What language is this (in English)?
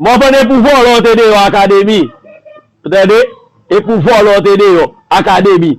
Haitian Creole